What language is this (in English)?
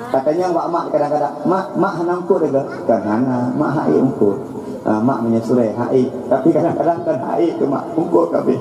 Achinese